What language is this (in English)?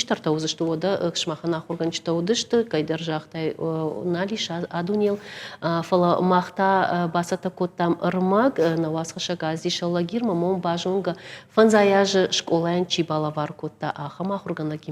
Ossetic